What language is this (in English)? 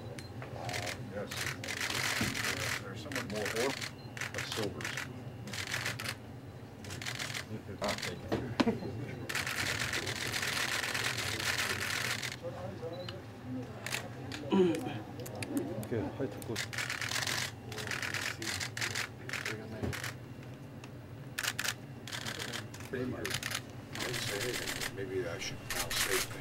Korean